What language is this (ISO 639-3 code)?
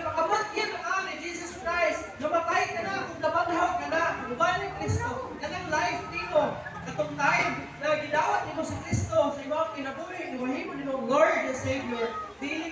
ceb